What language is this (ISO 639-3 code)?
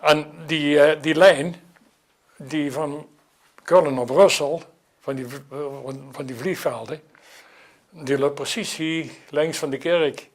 lim